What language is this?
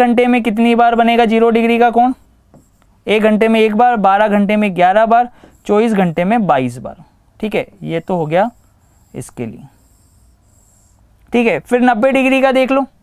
Hindi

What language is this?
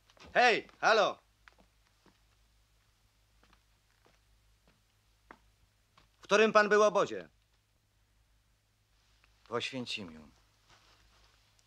Polish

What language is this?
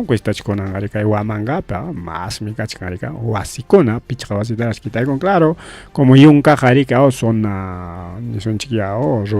Ayacucho Quechua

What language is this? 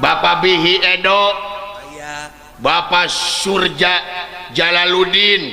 Sundanese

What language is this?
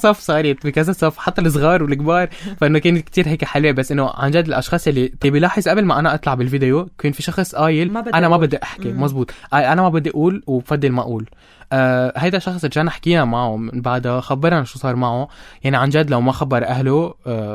North Levantine Arabic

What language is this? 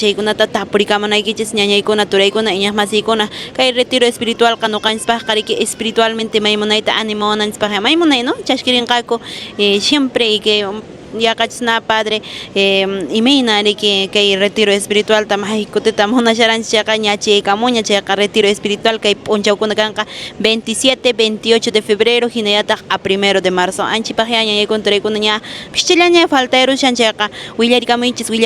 Quechua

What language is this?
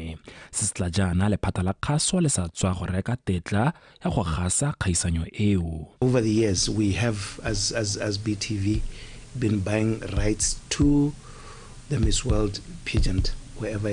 Tswana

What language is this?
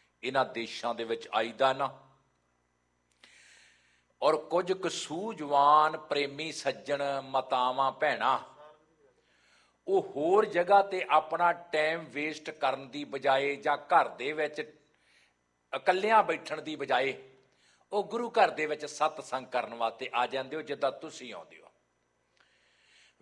Punjabi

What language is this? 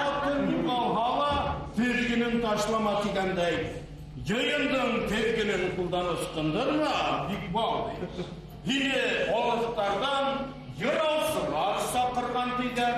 Bashkir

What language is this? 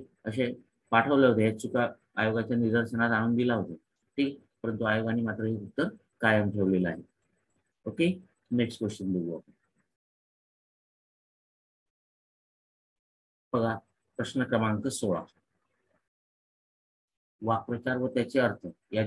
Marathi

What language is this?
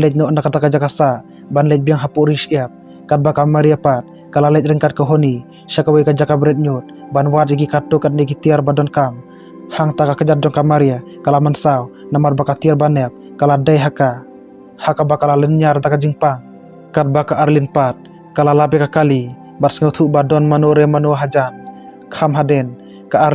Khasi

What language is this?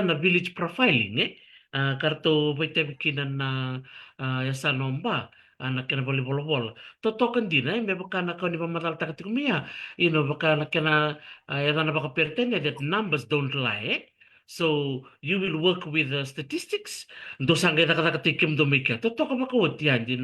Fijian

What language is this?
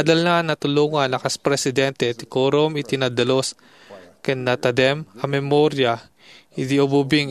Iloko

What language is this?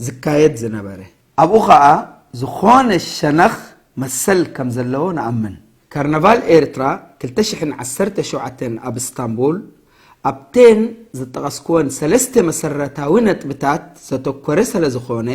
Tigrinya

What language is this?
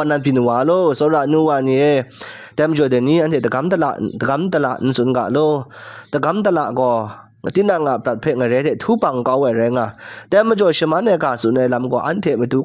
Kachin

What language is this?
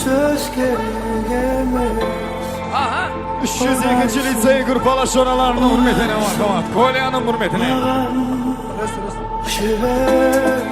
Kara-Kalpak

